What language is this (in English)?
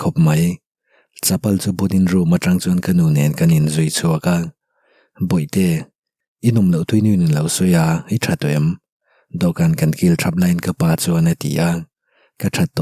Mizo